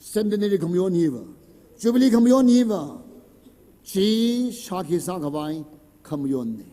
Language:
Tangkhul Naga (India)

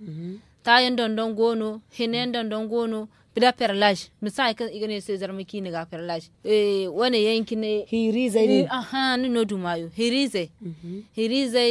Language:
Zarma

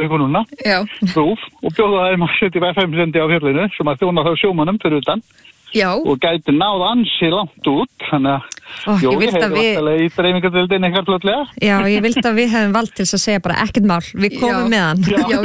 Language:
Icelandic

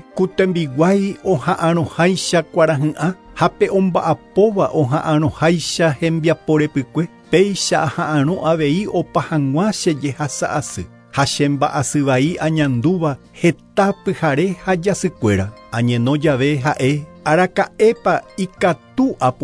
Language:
Guarani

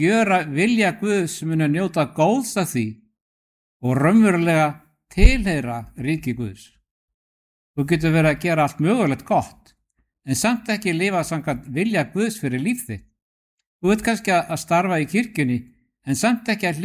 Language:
Icelandic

